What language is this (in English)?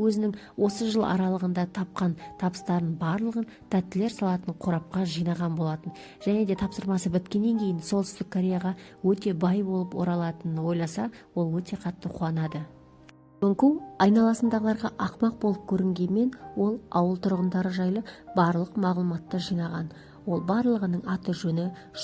Kazakh